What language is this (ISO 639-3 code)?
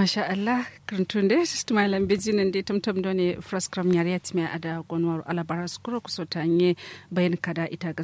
kau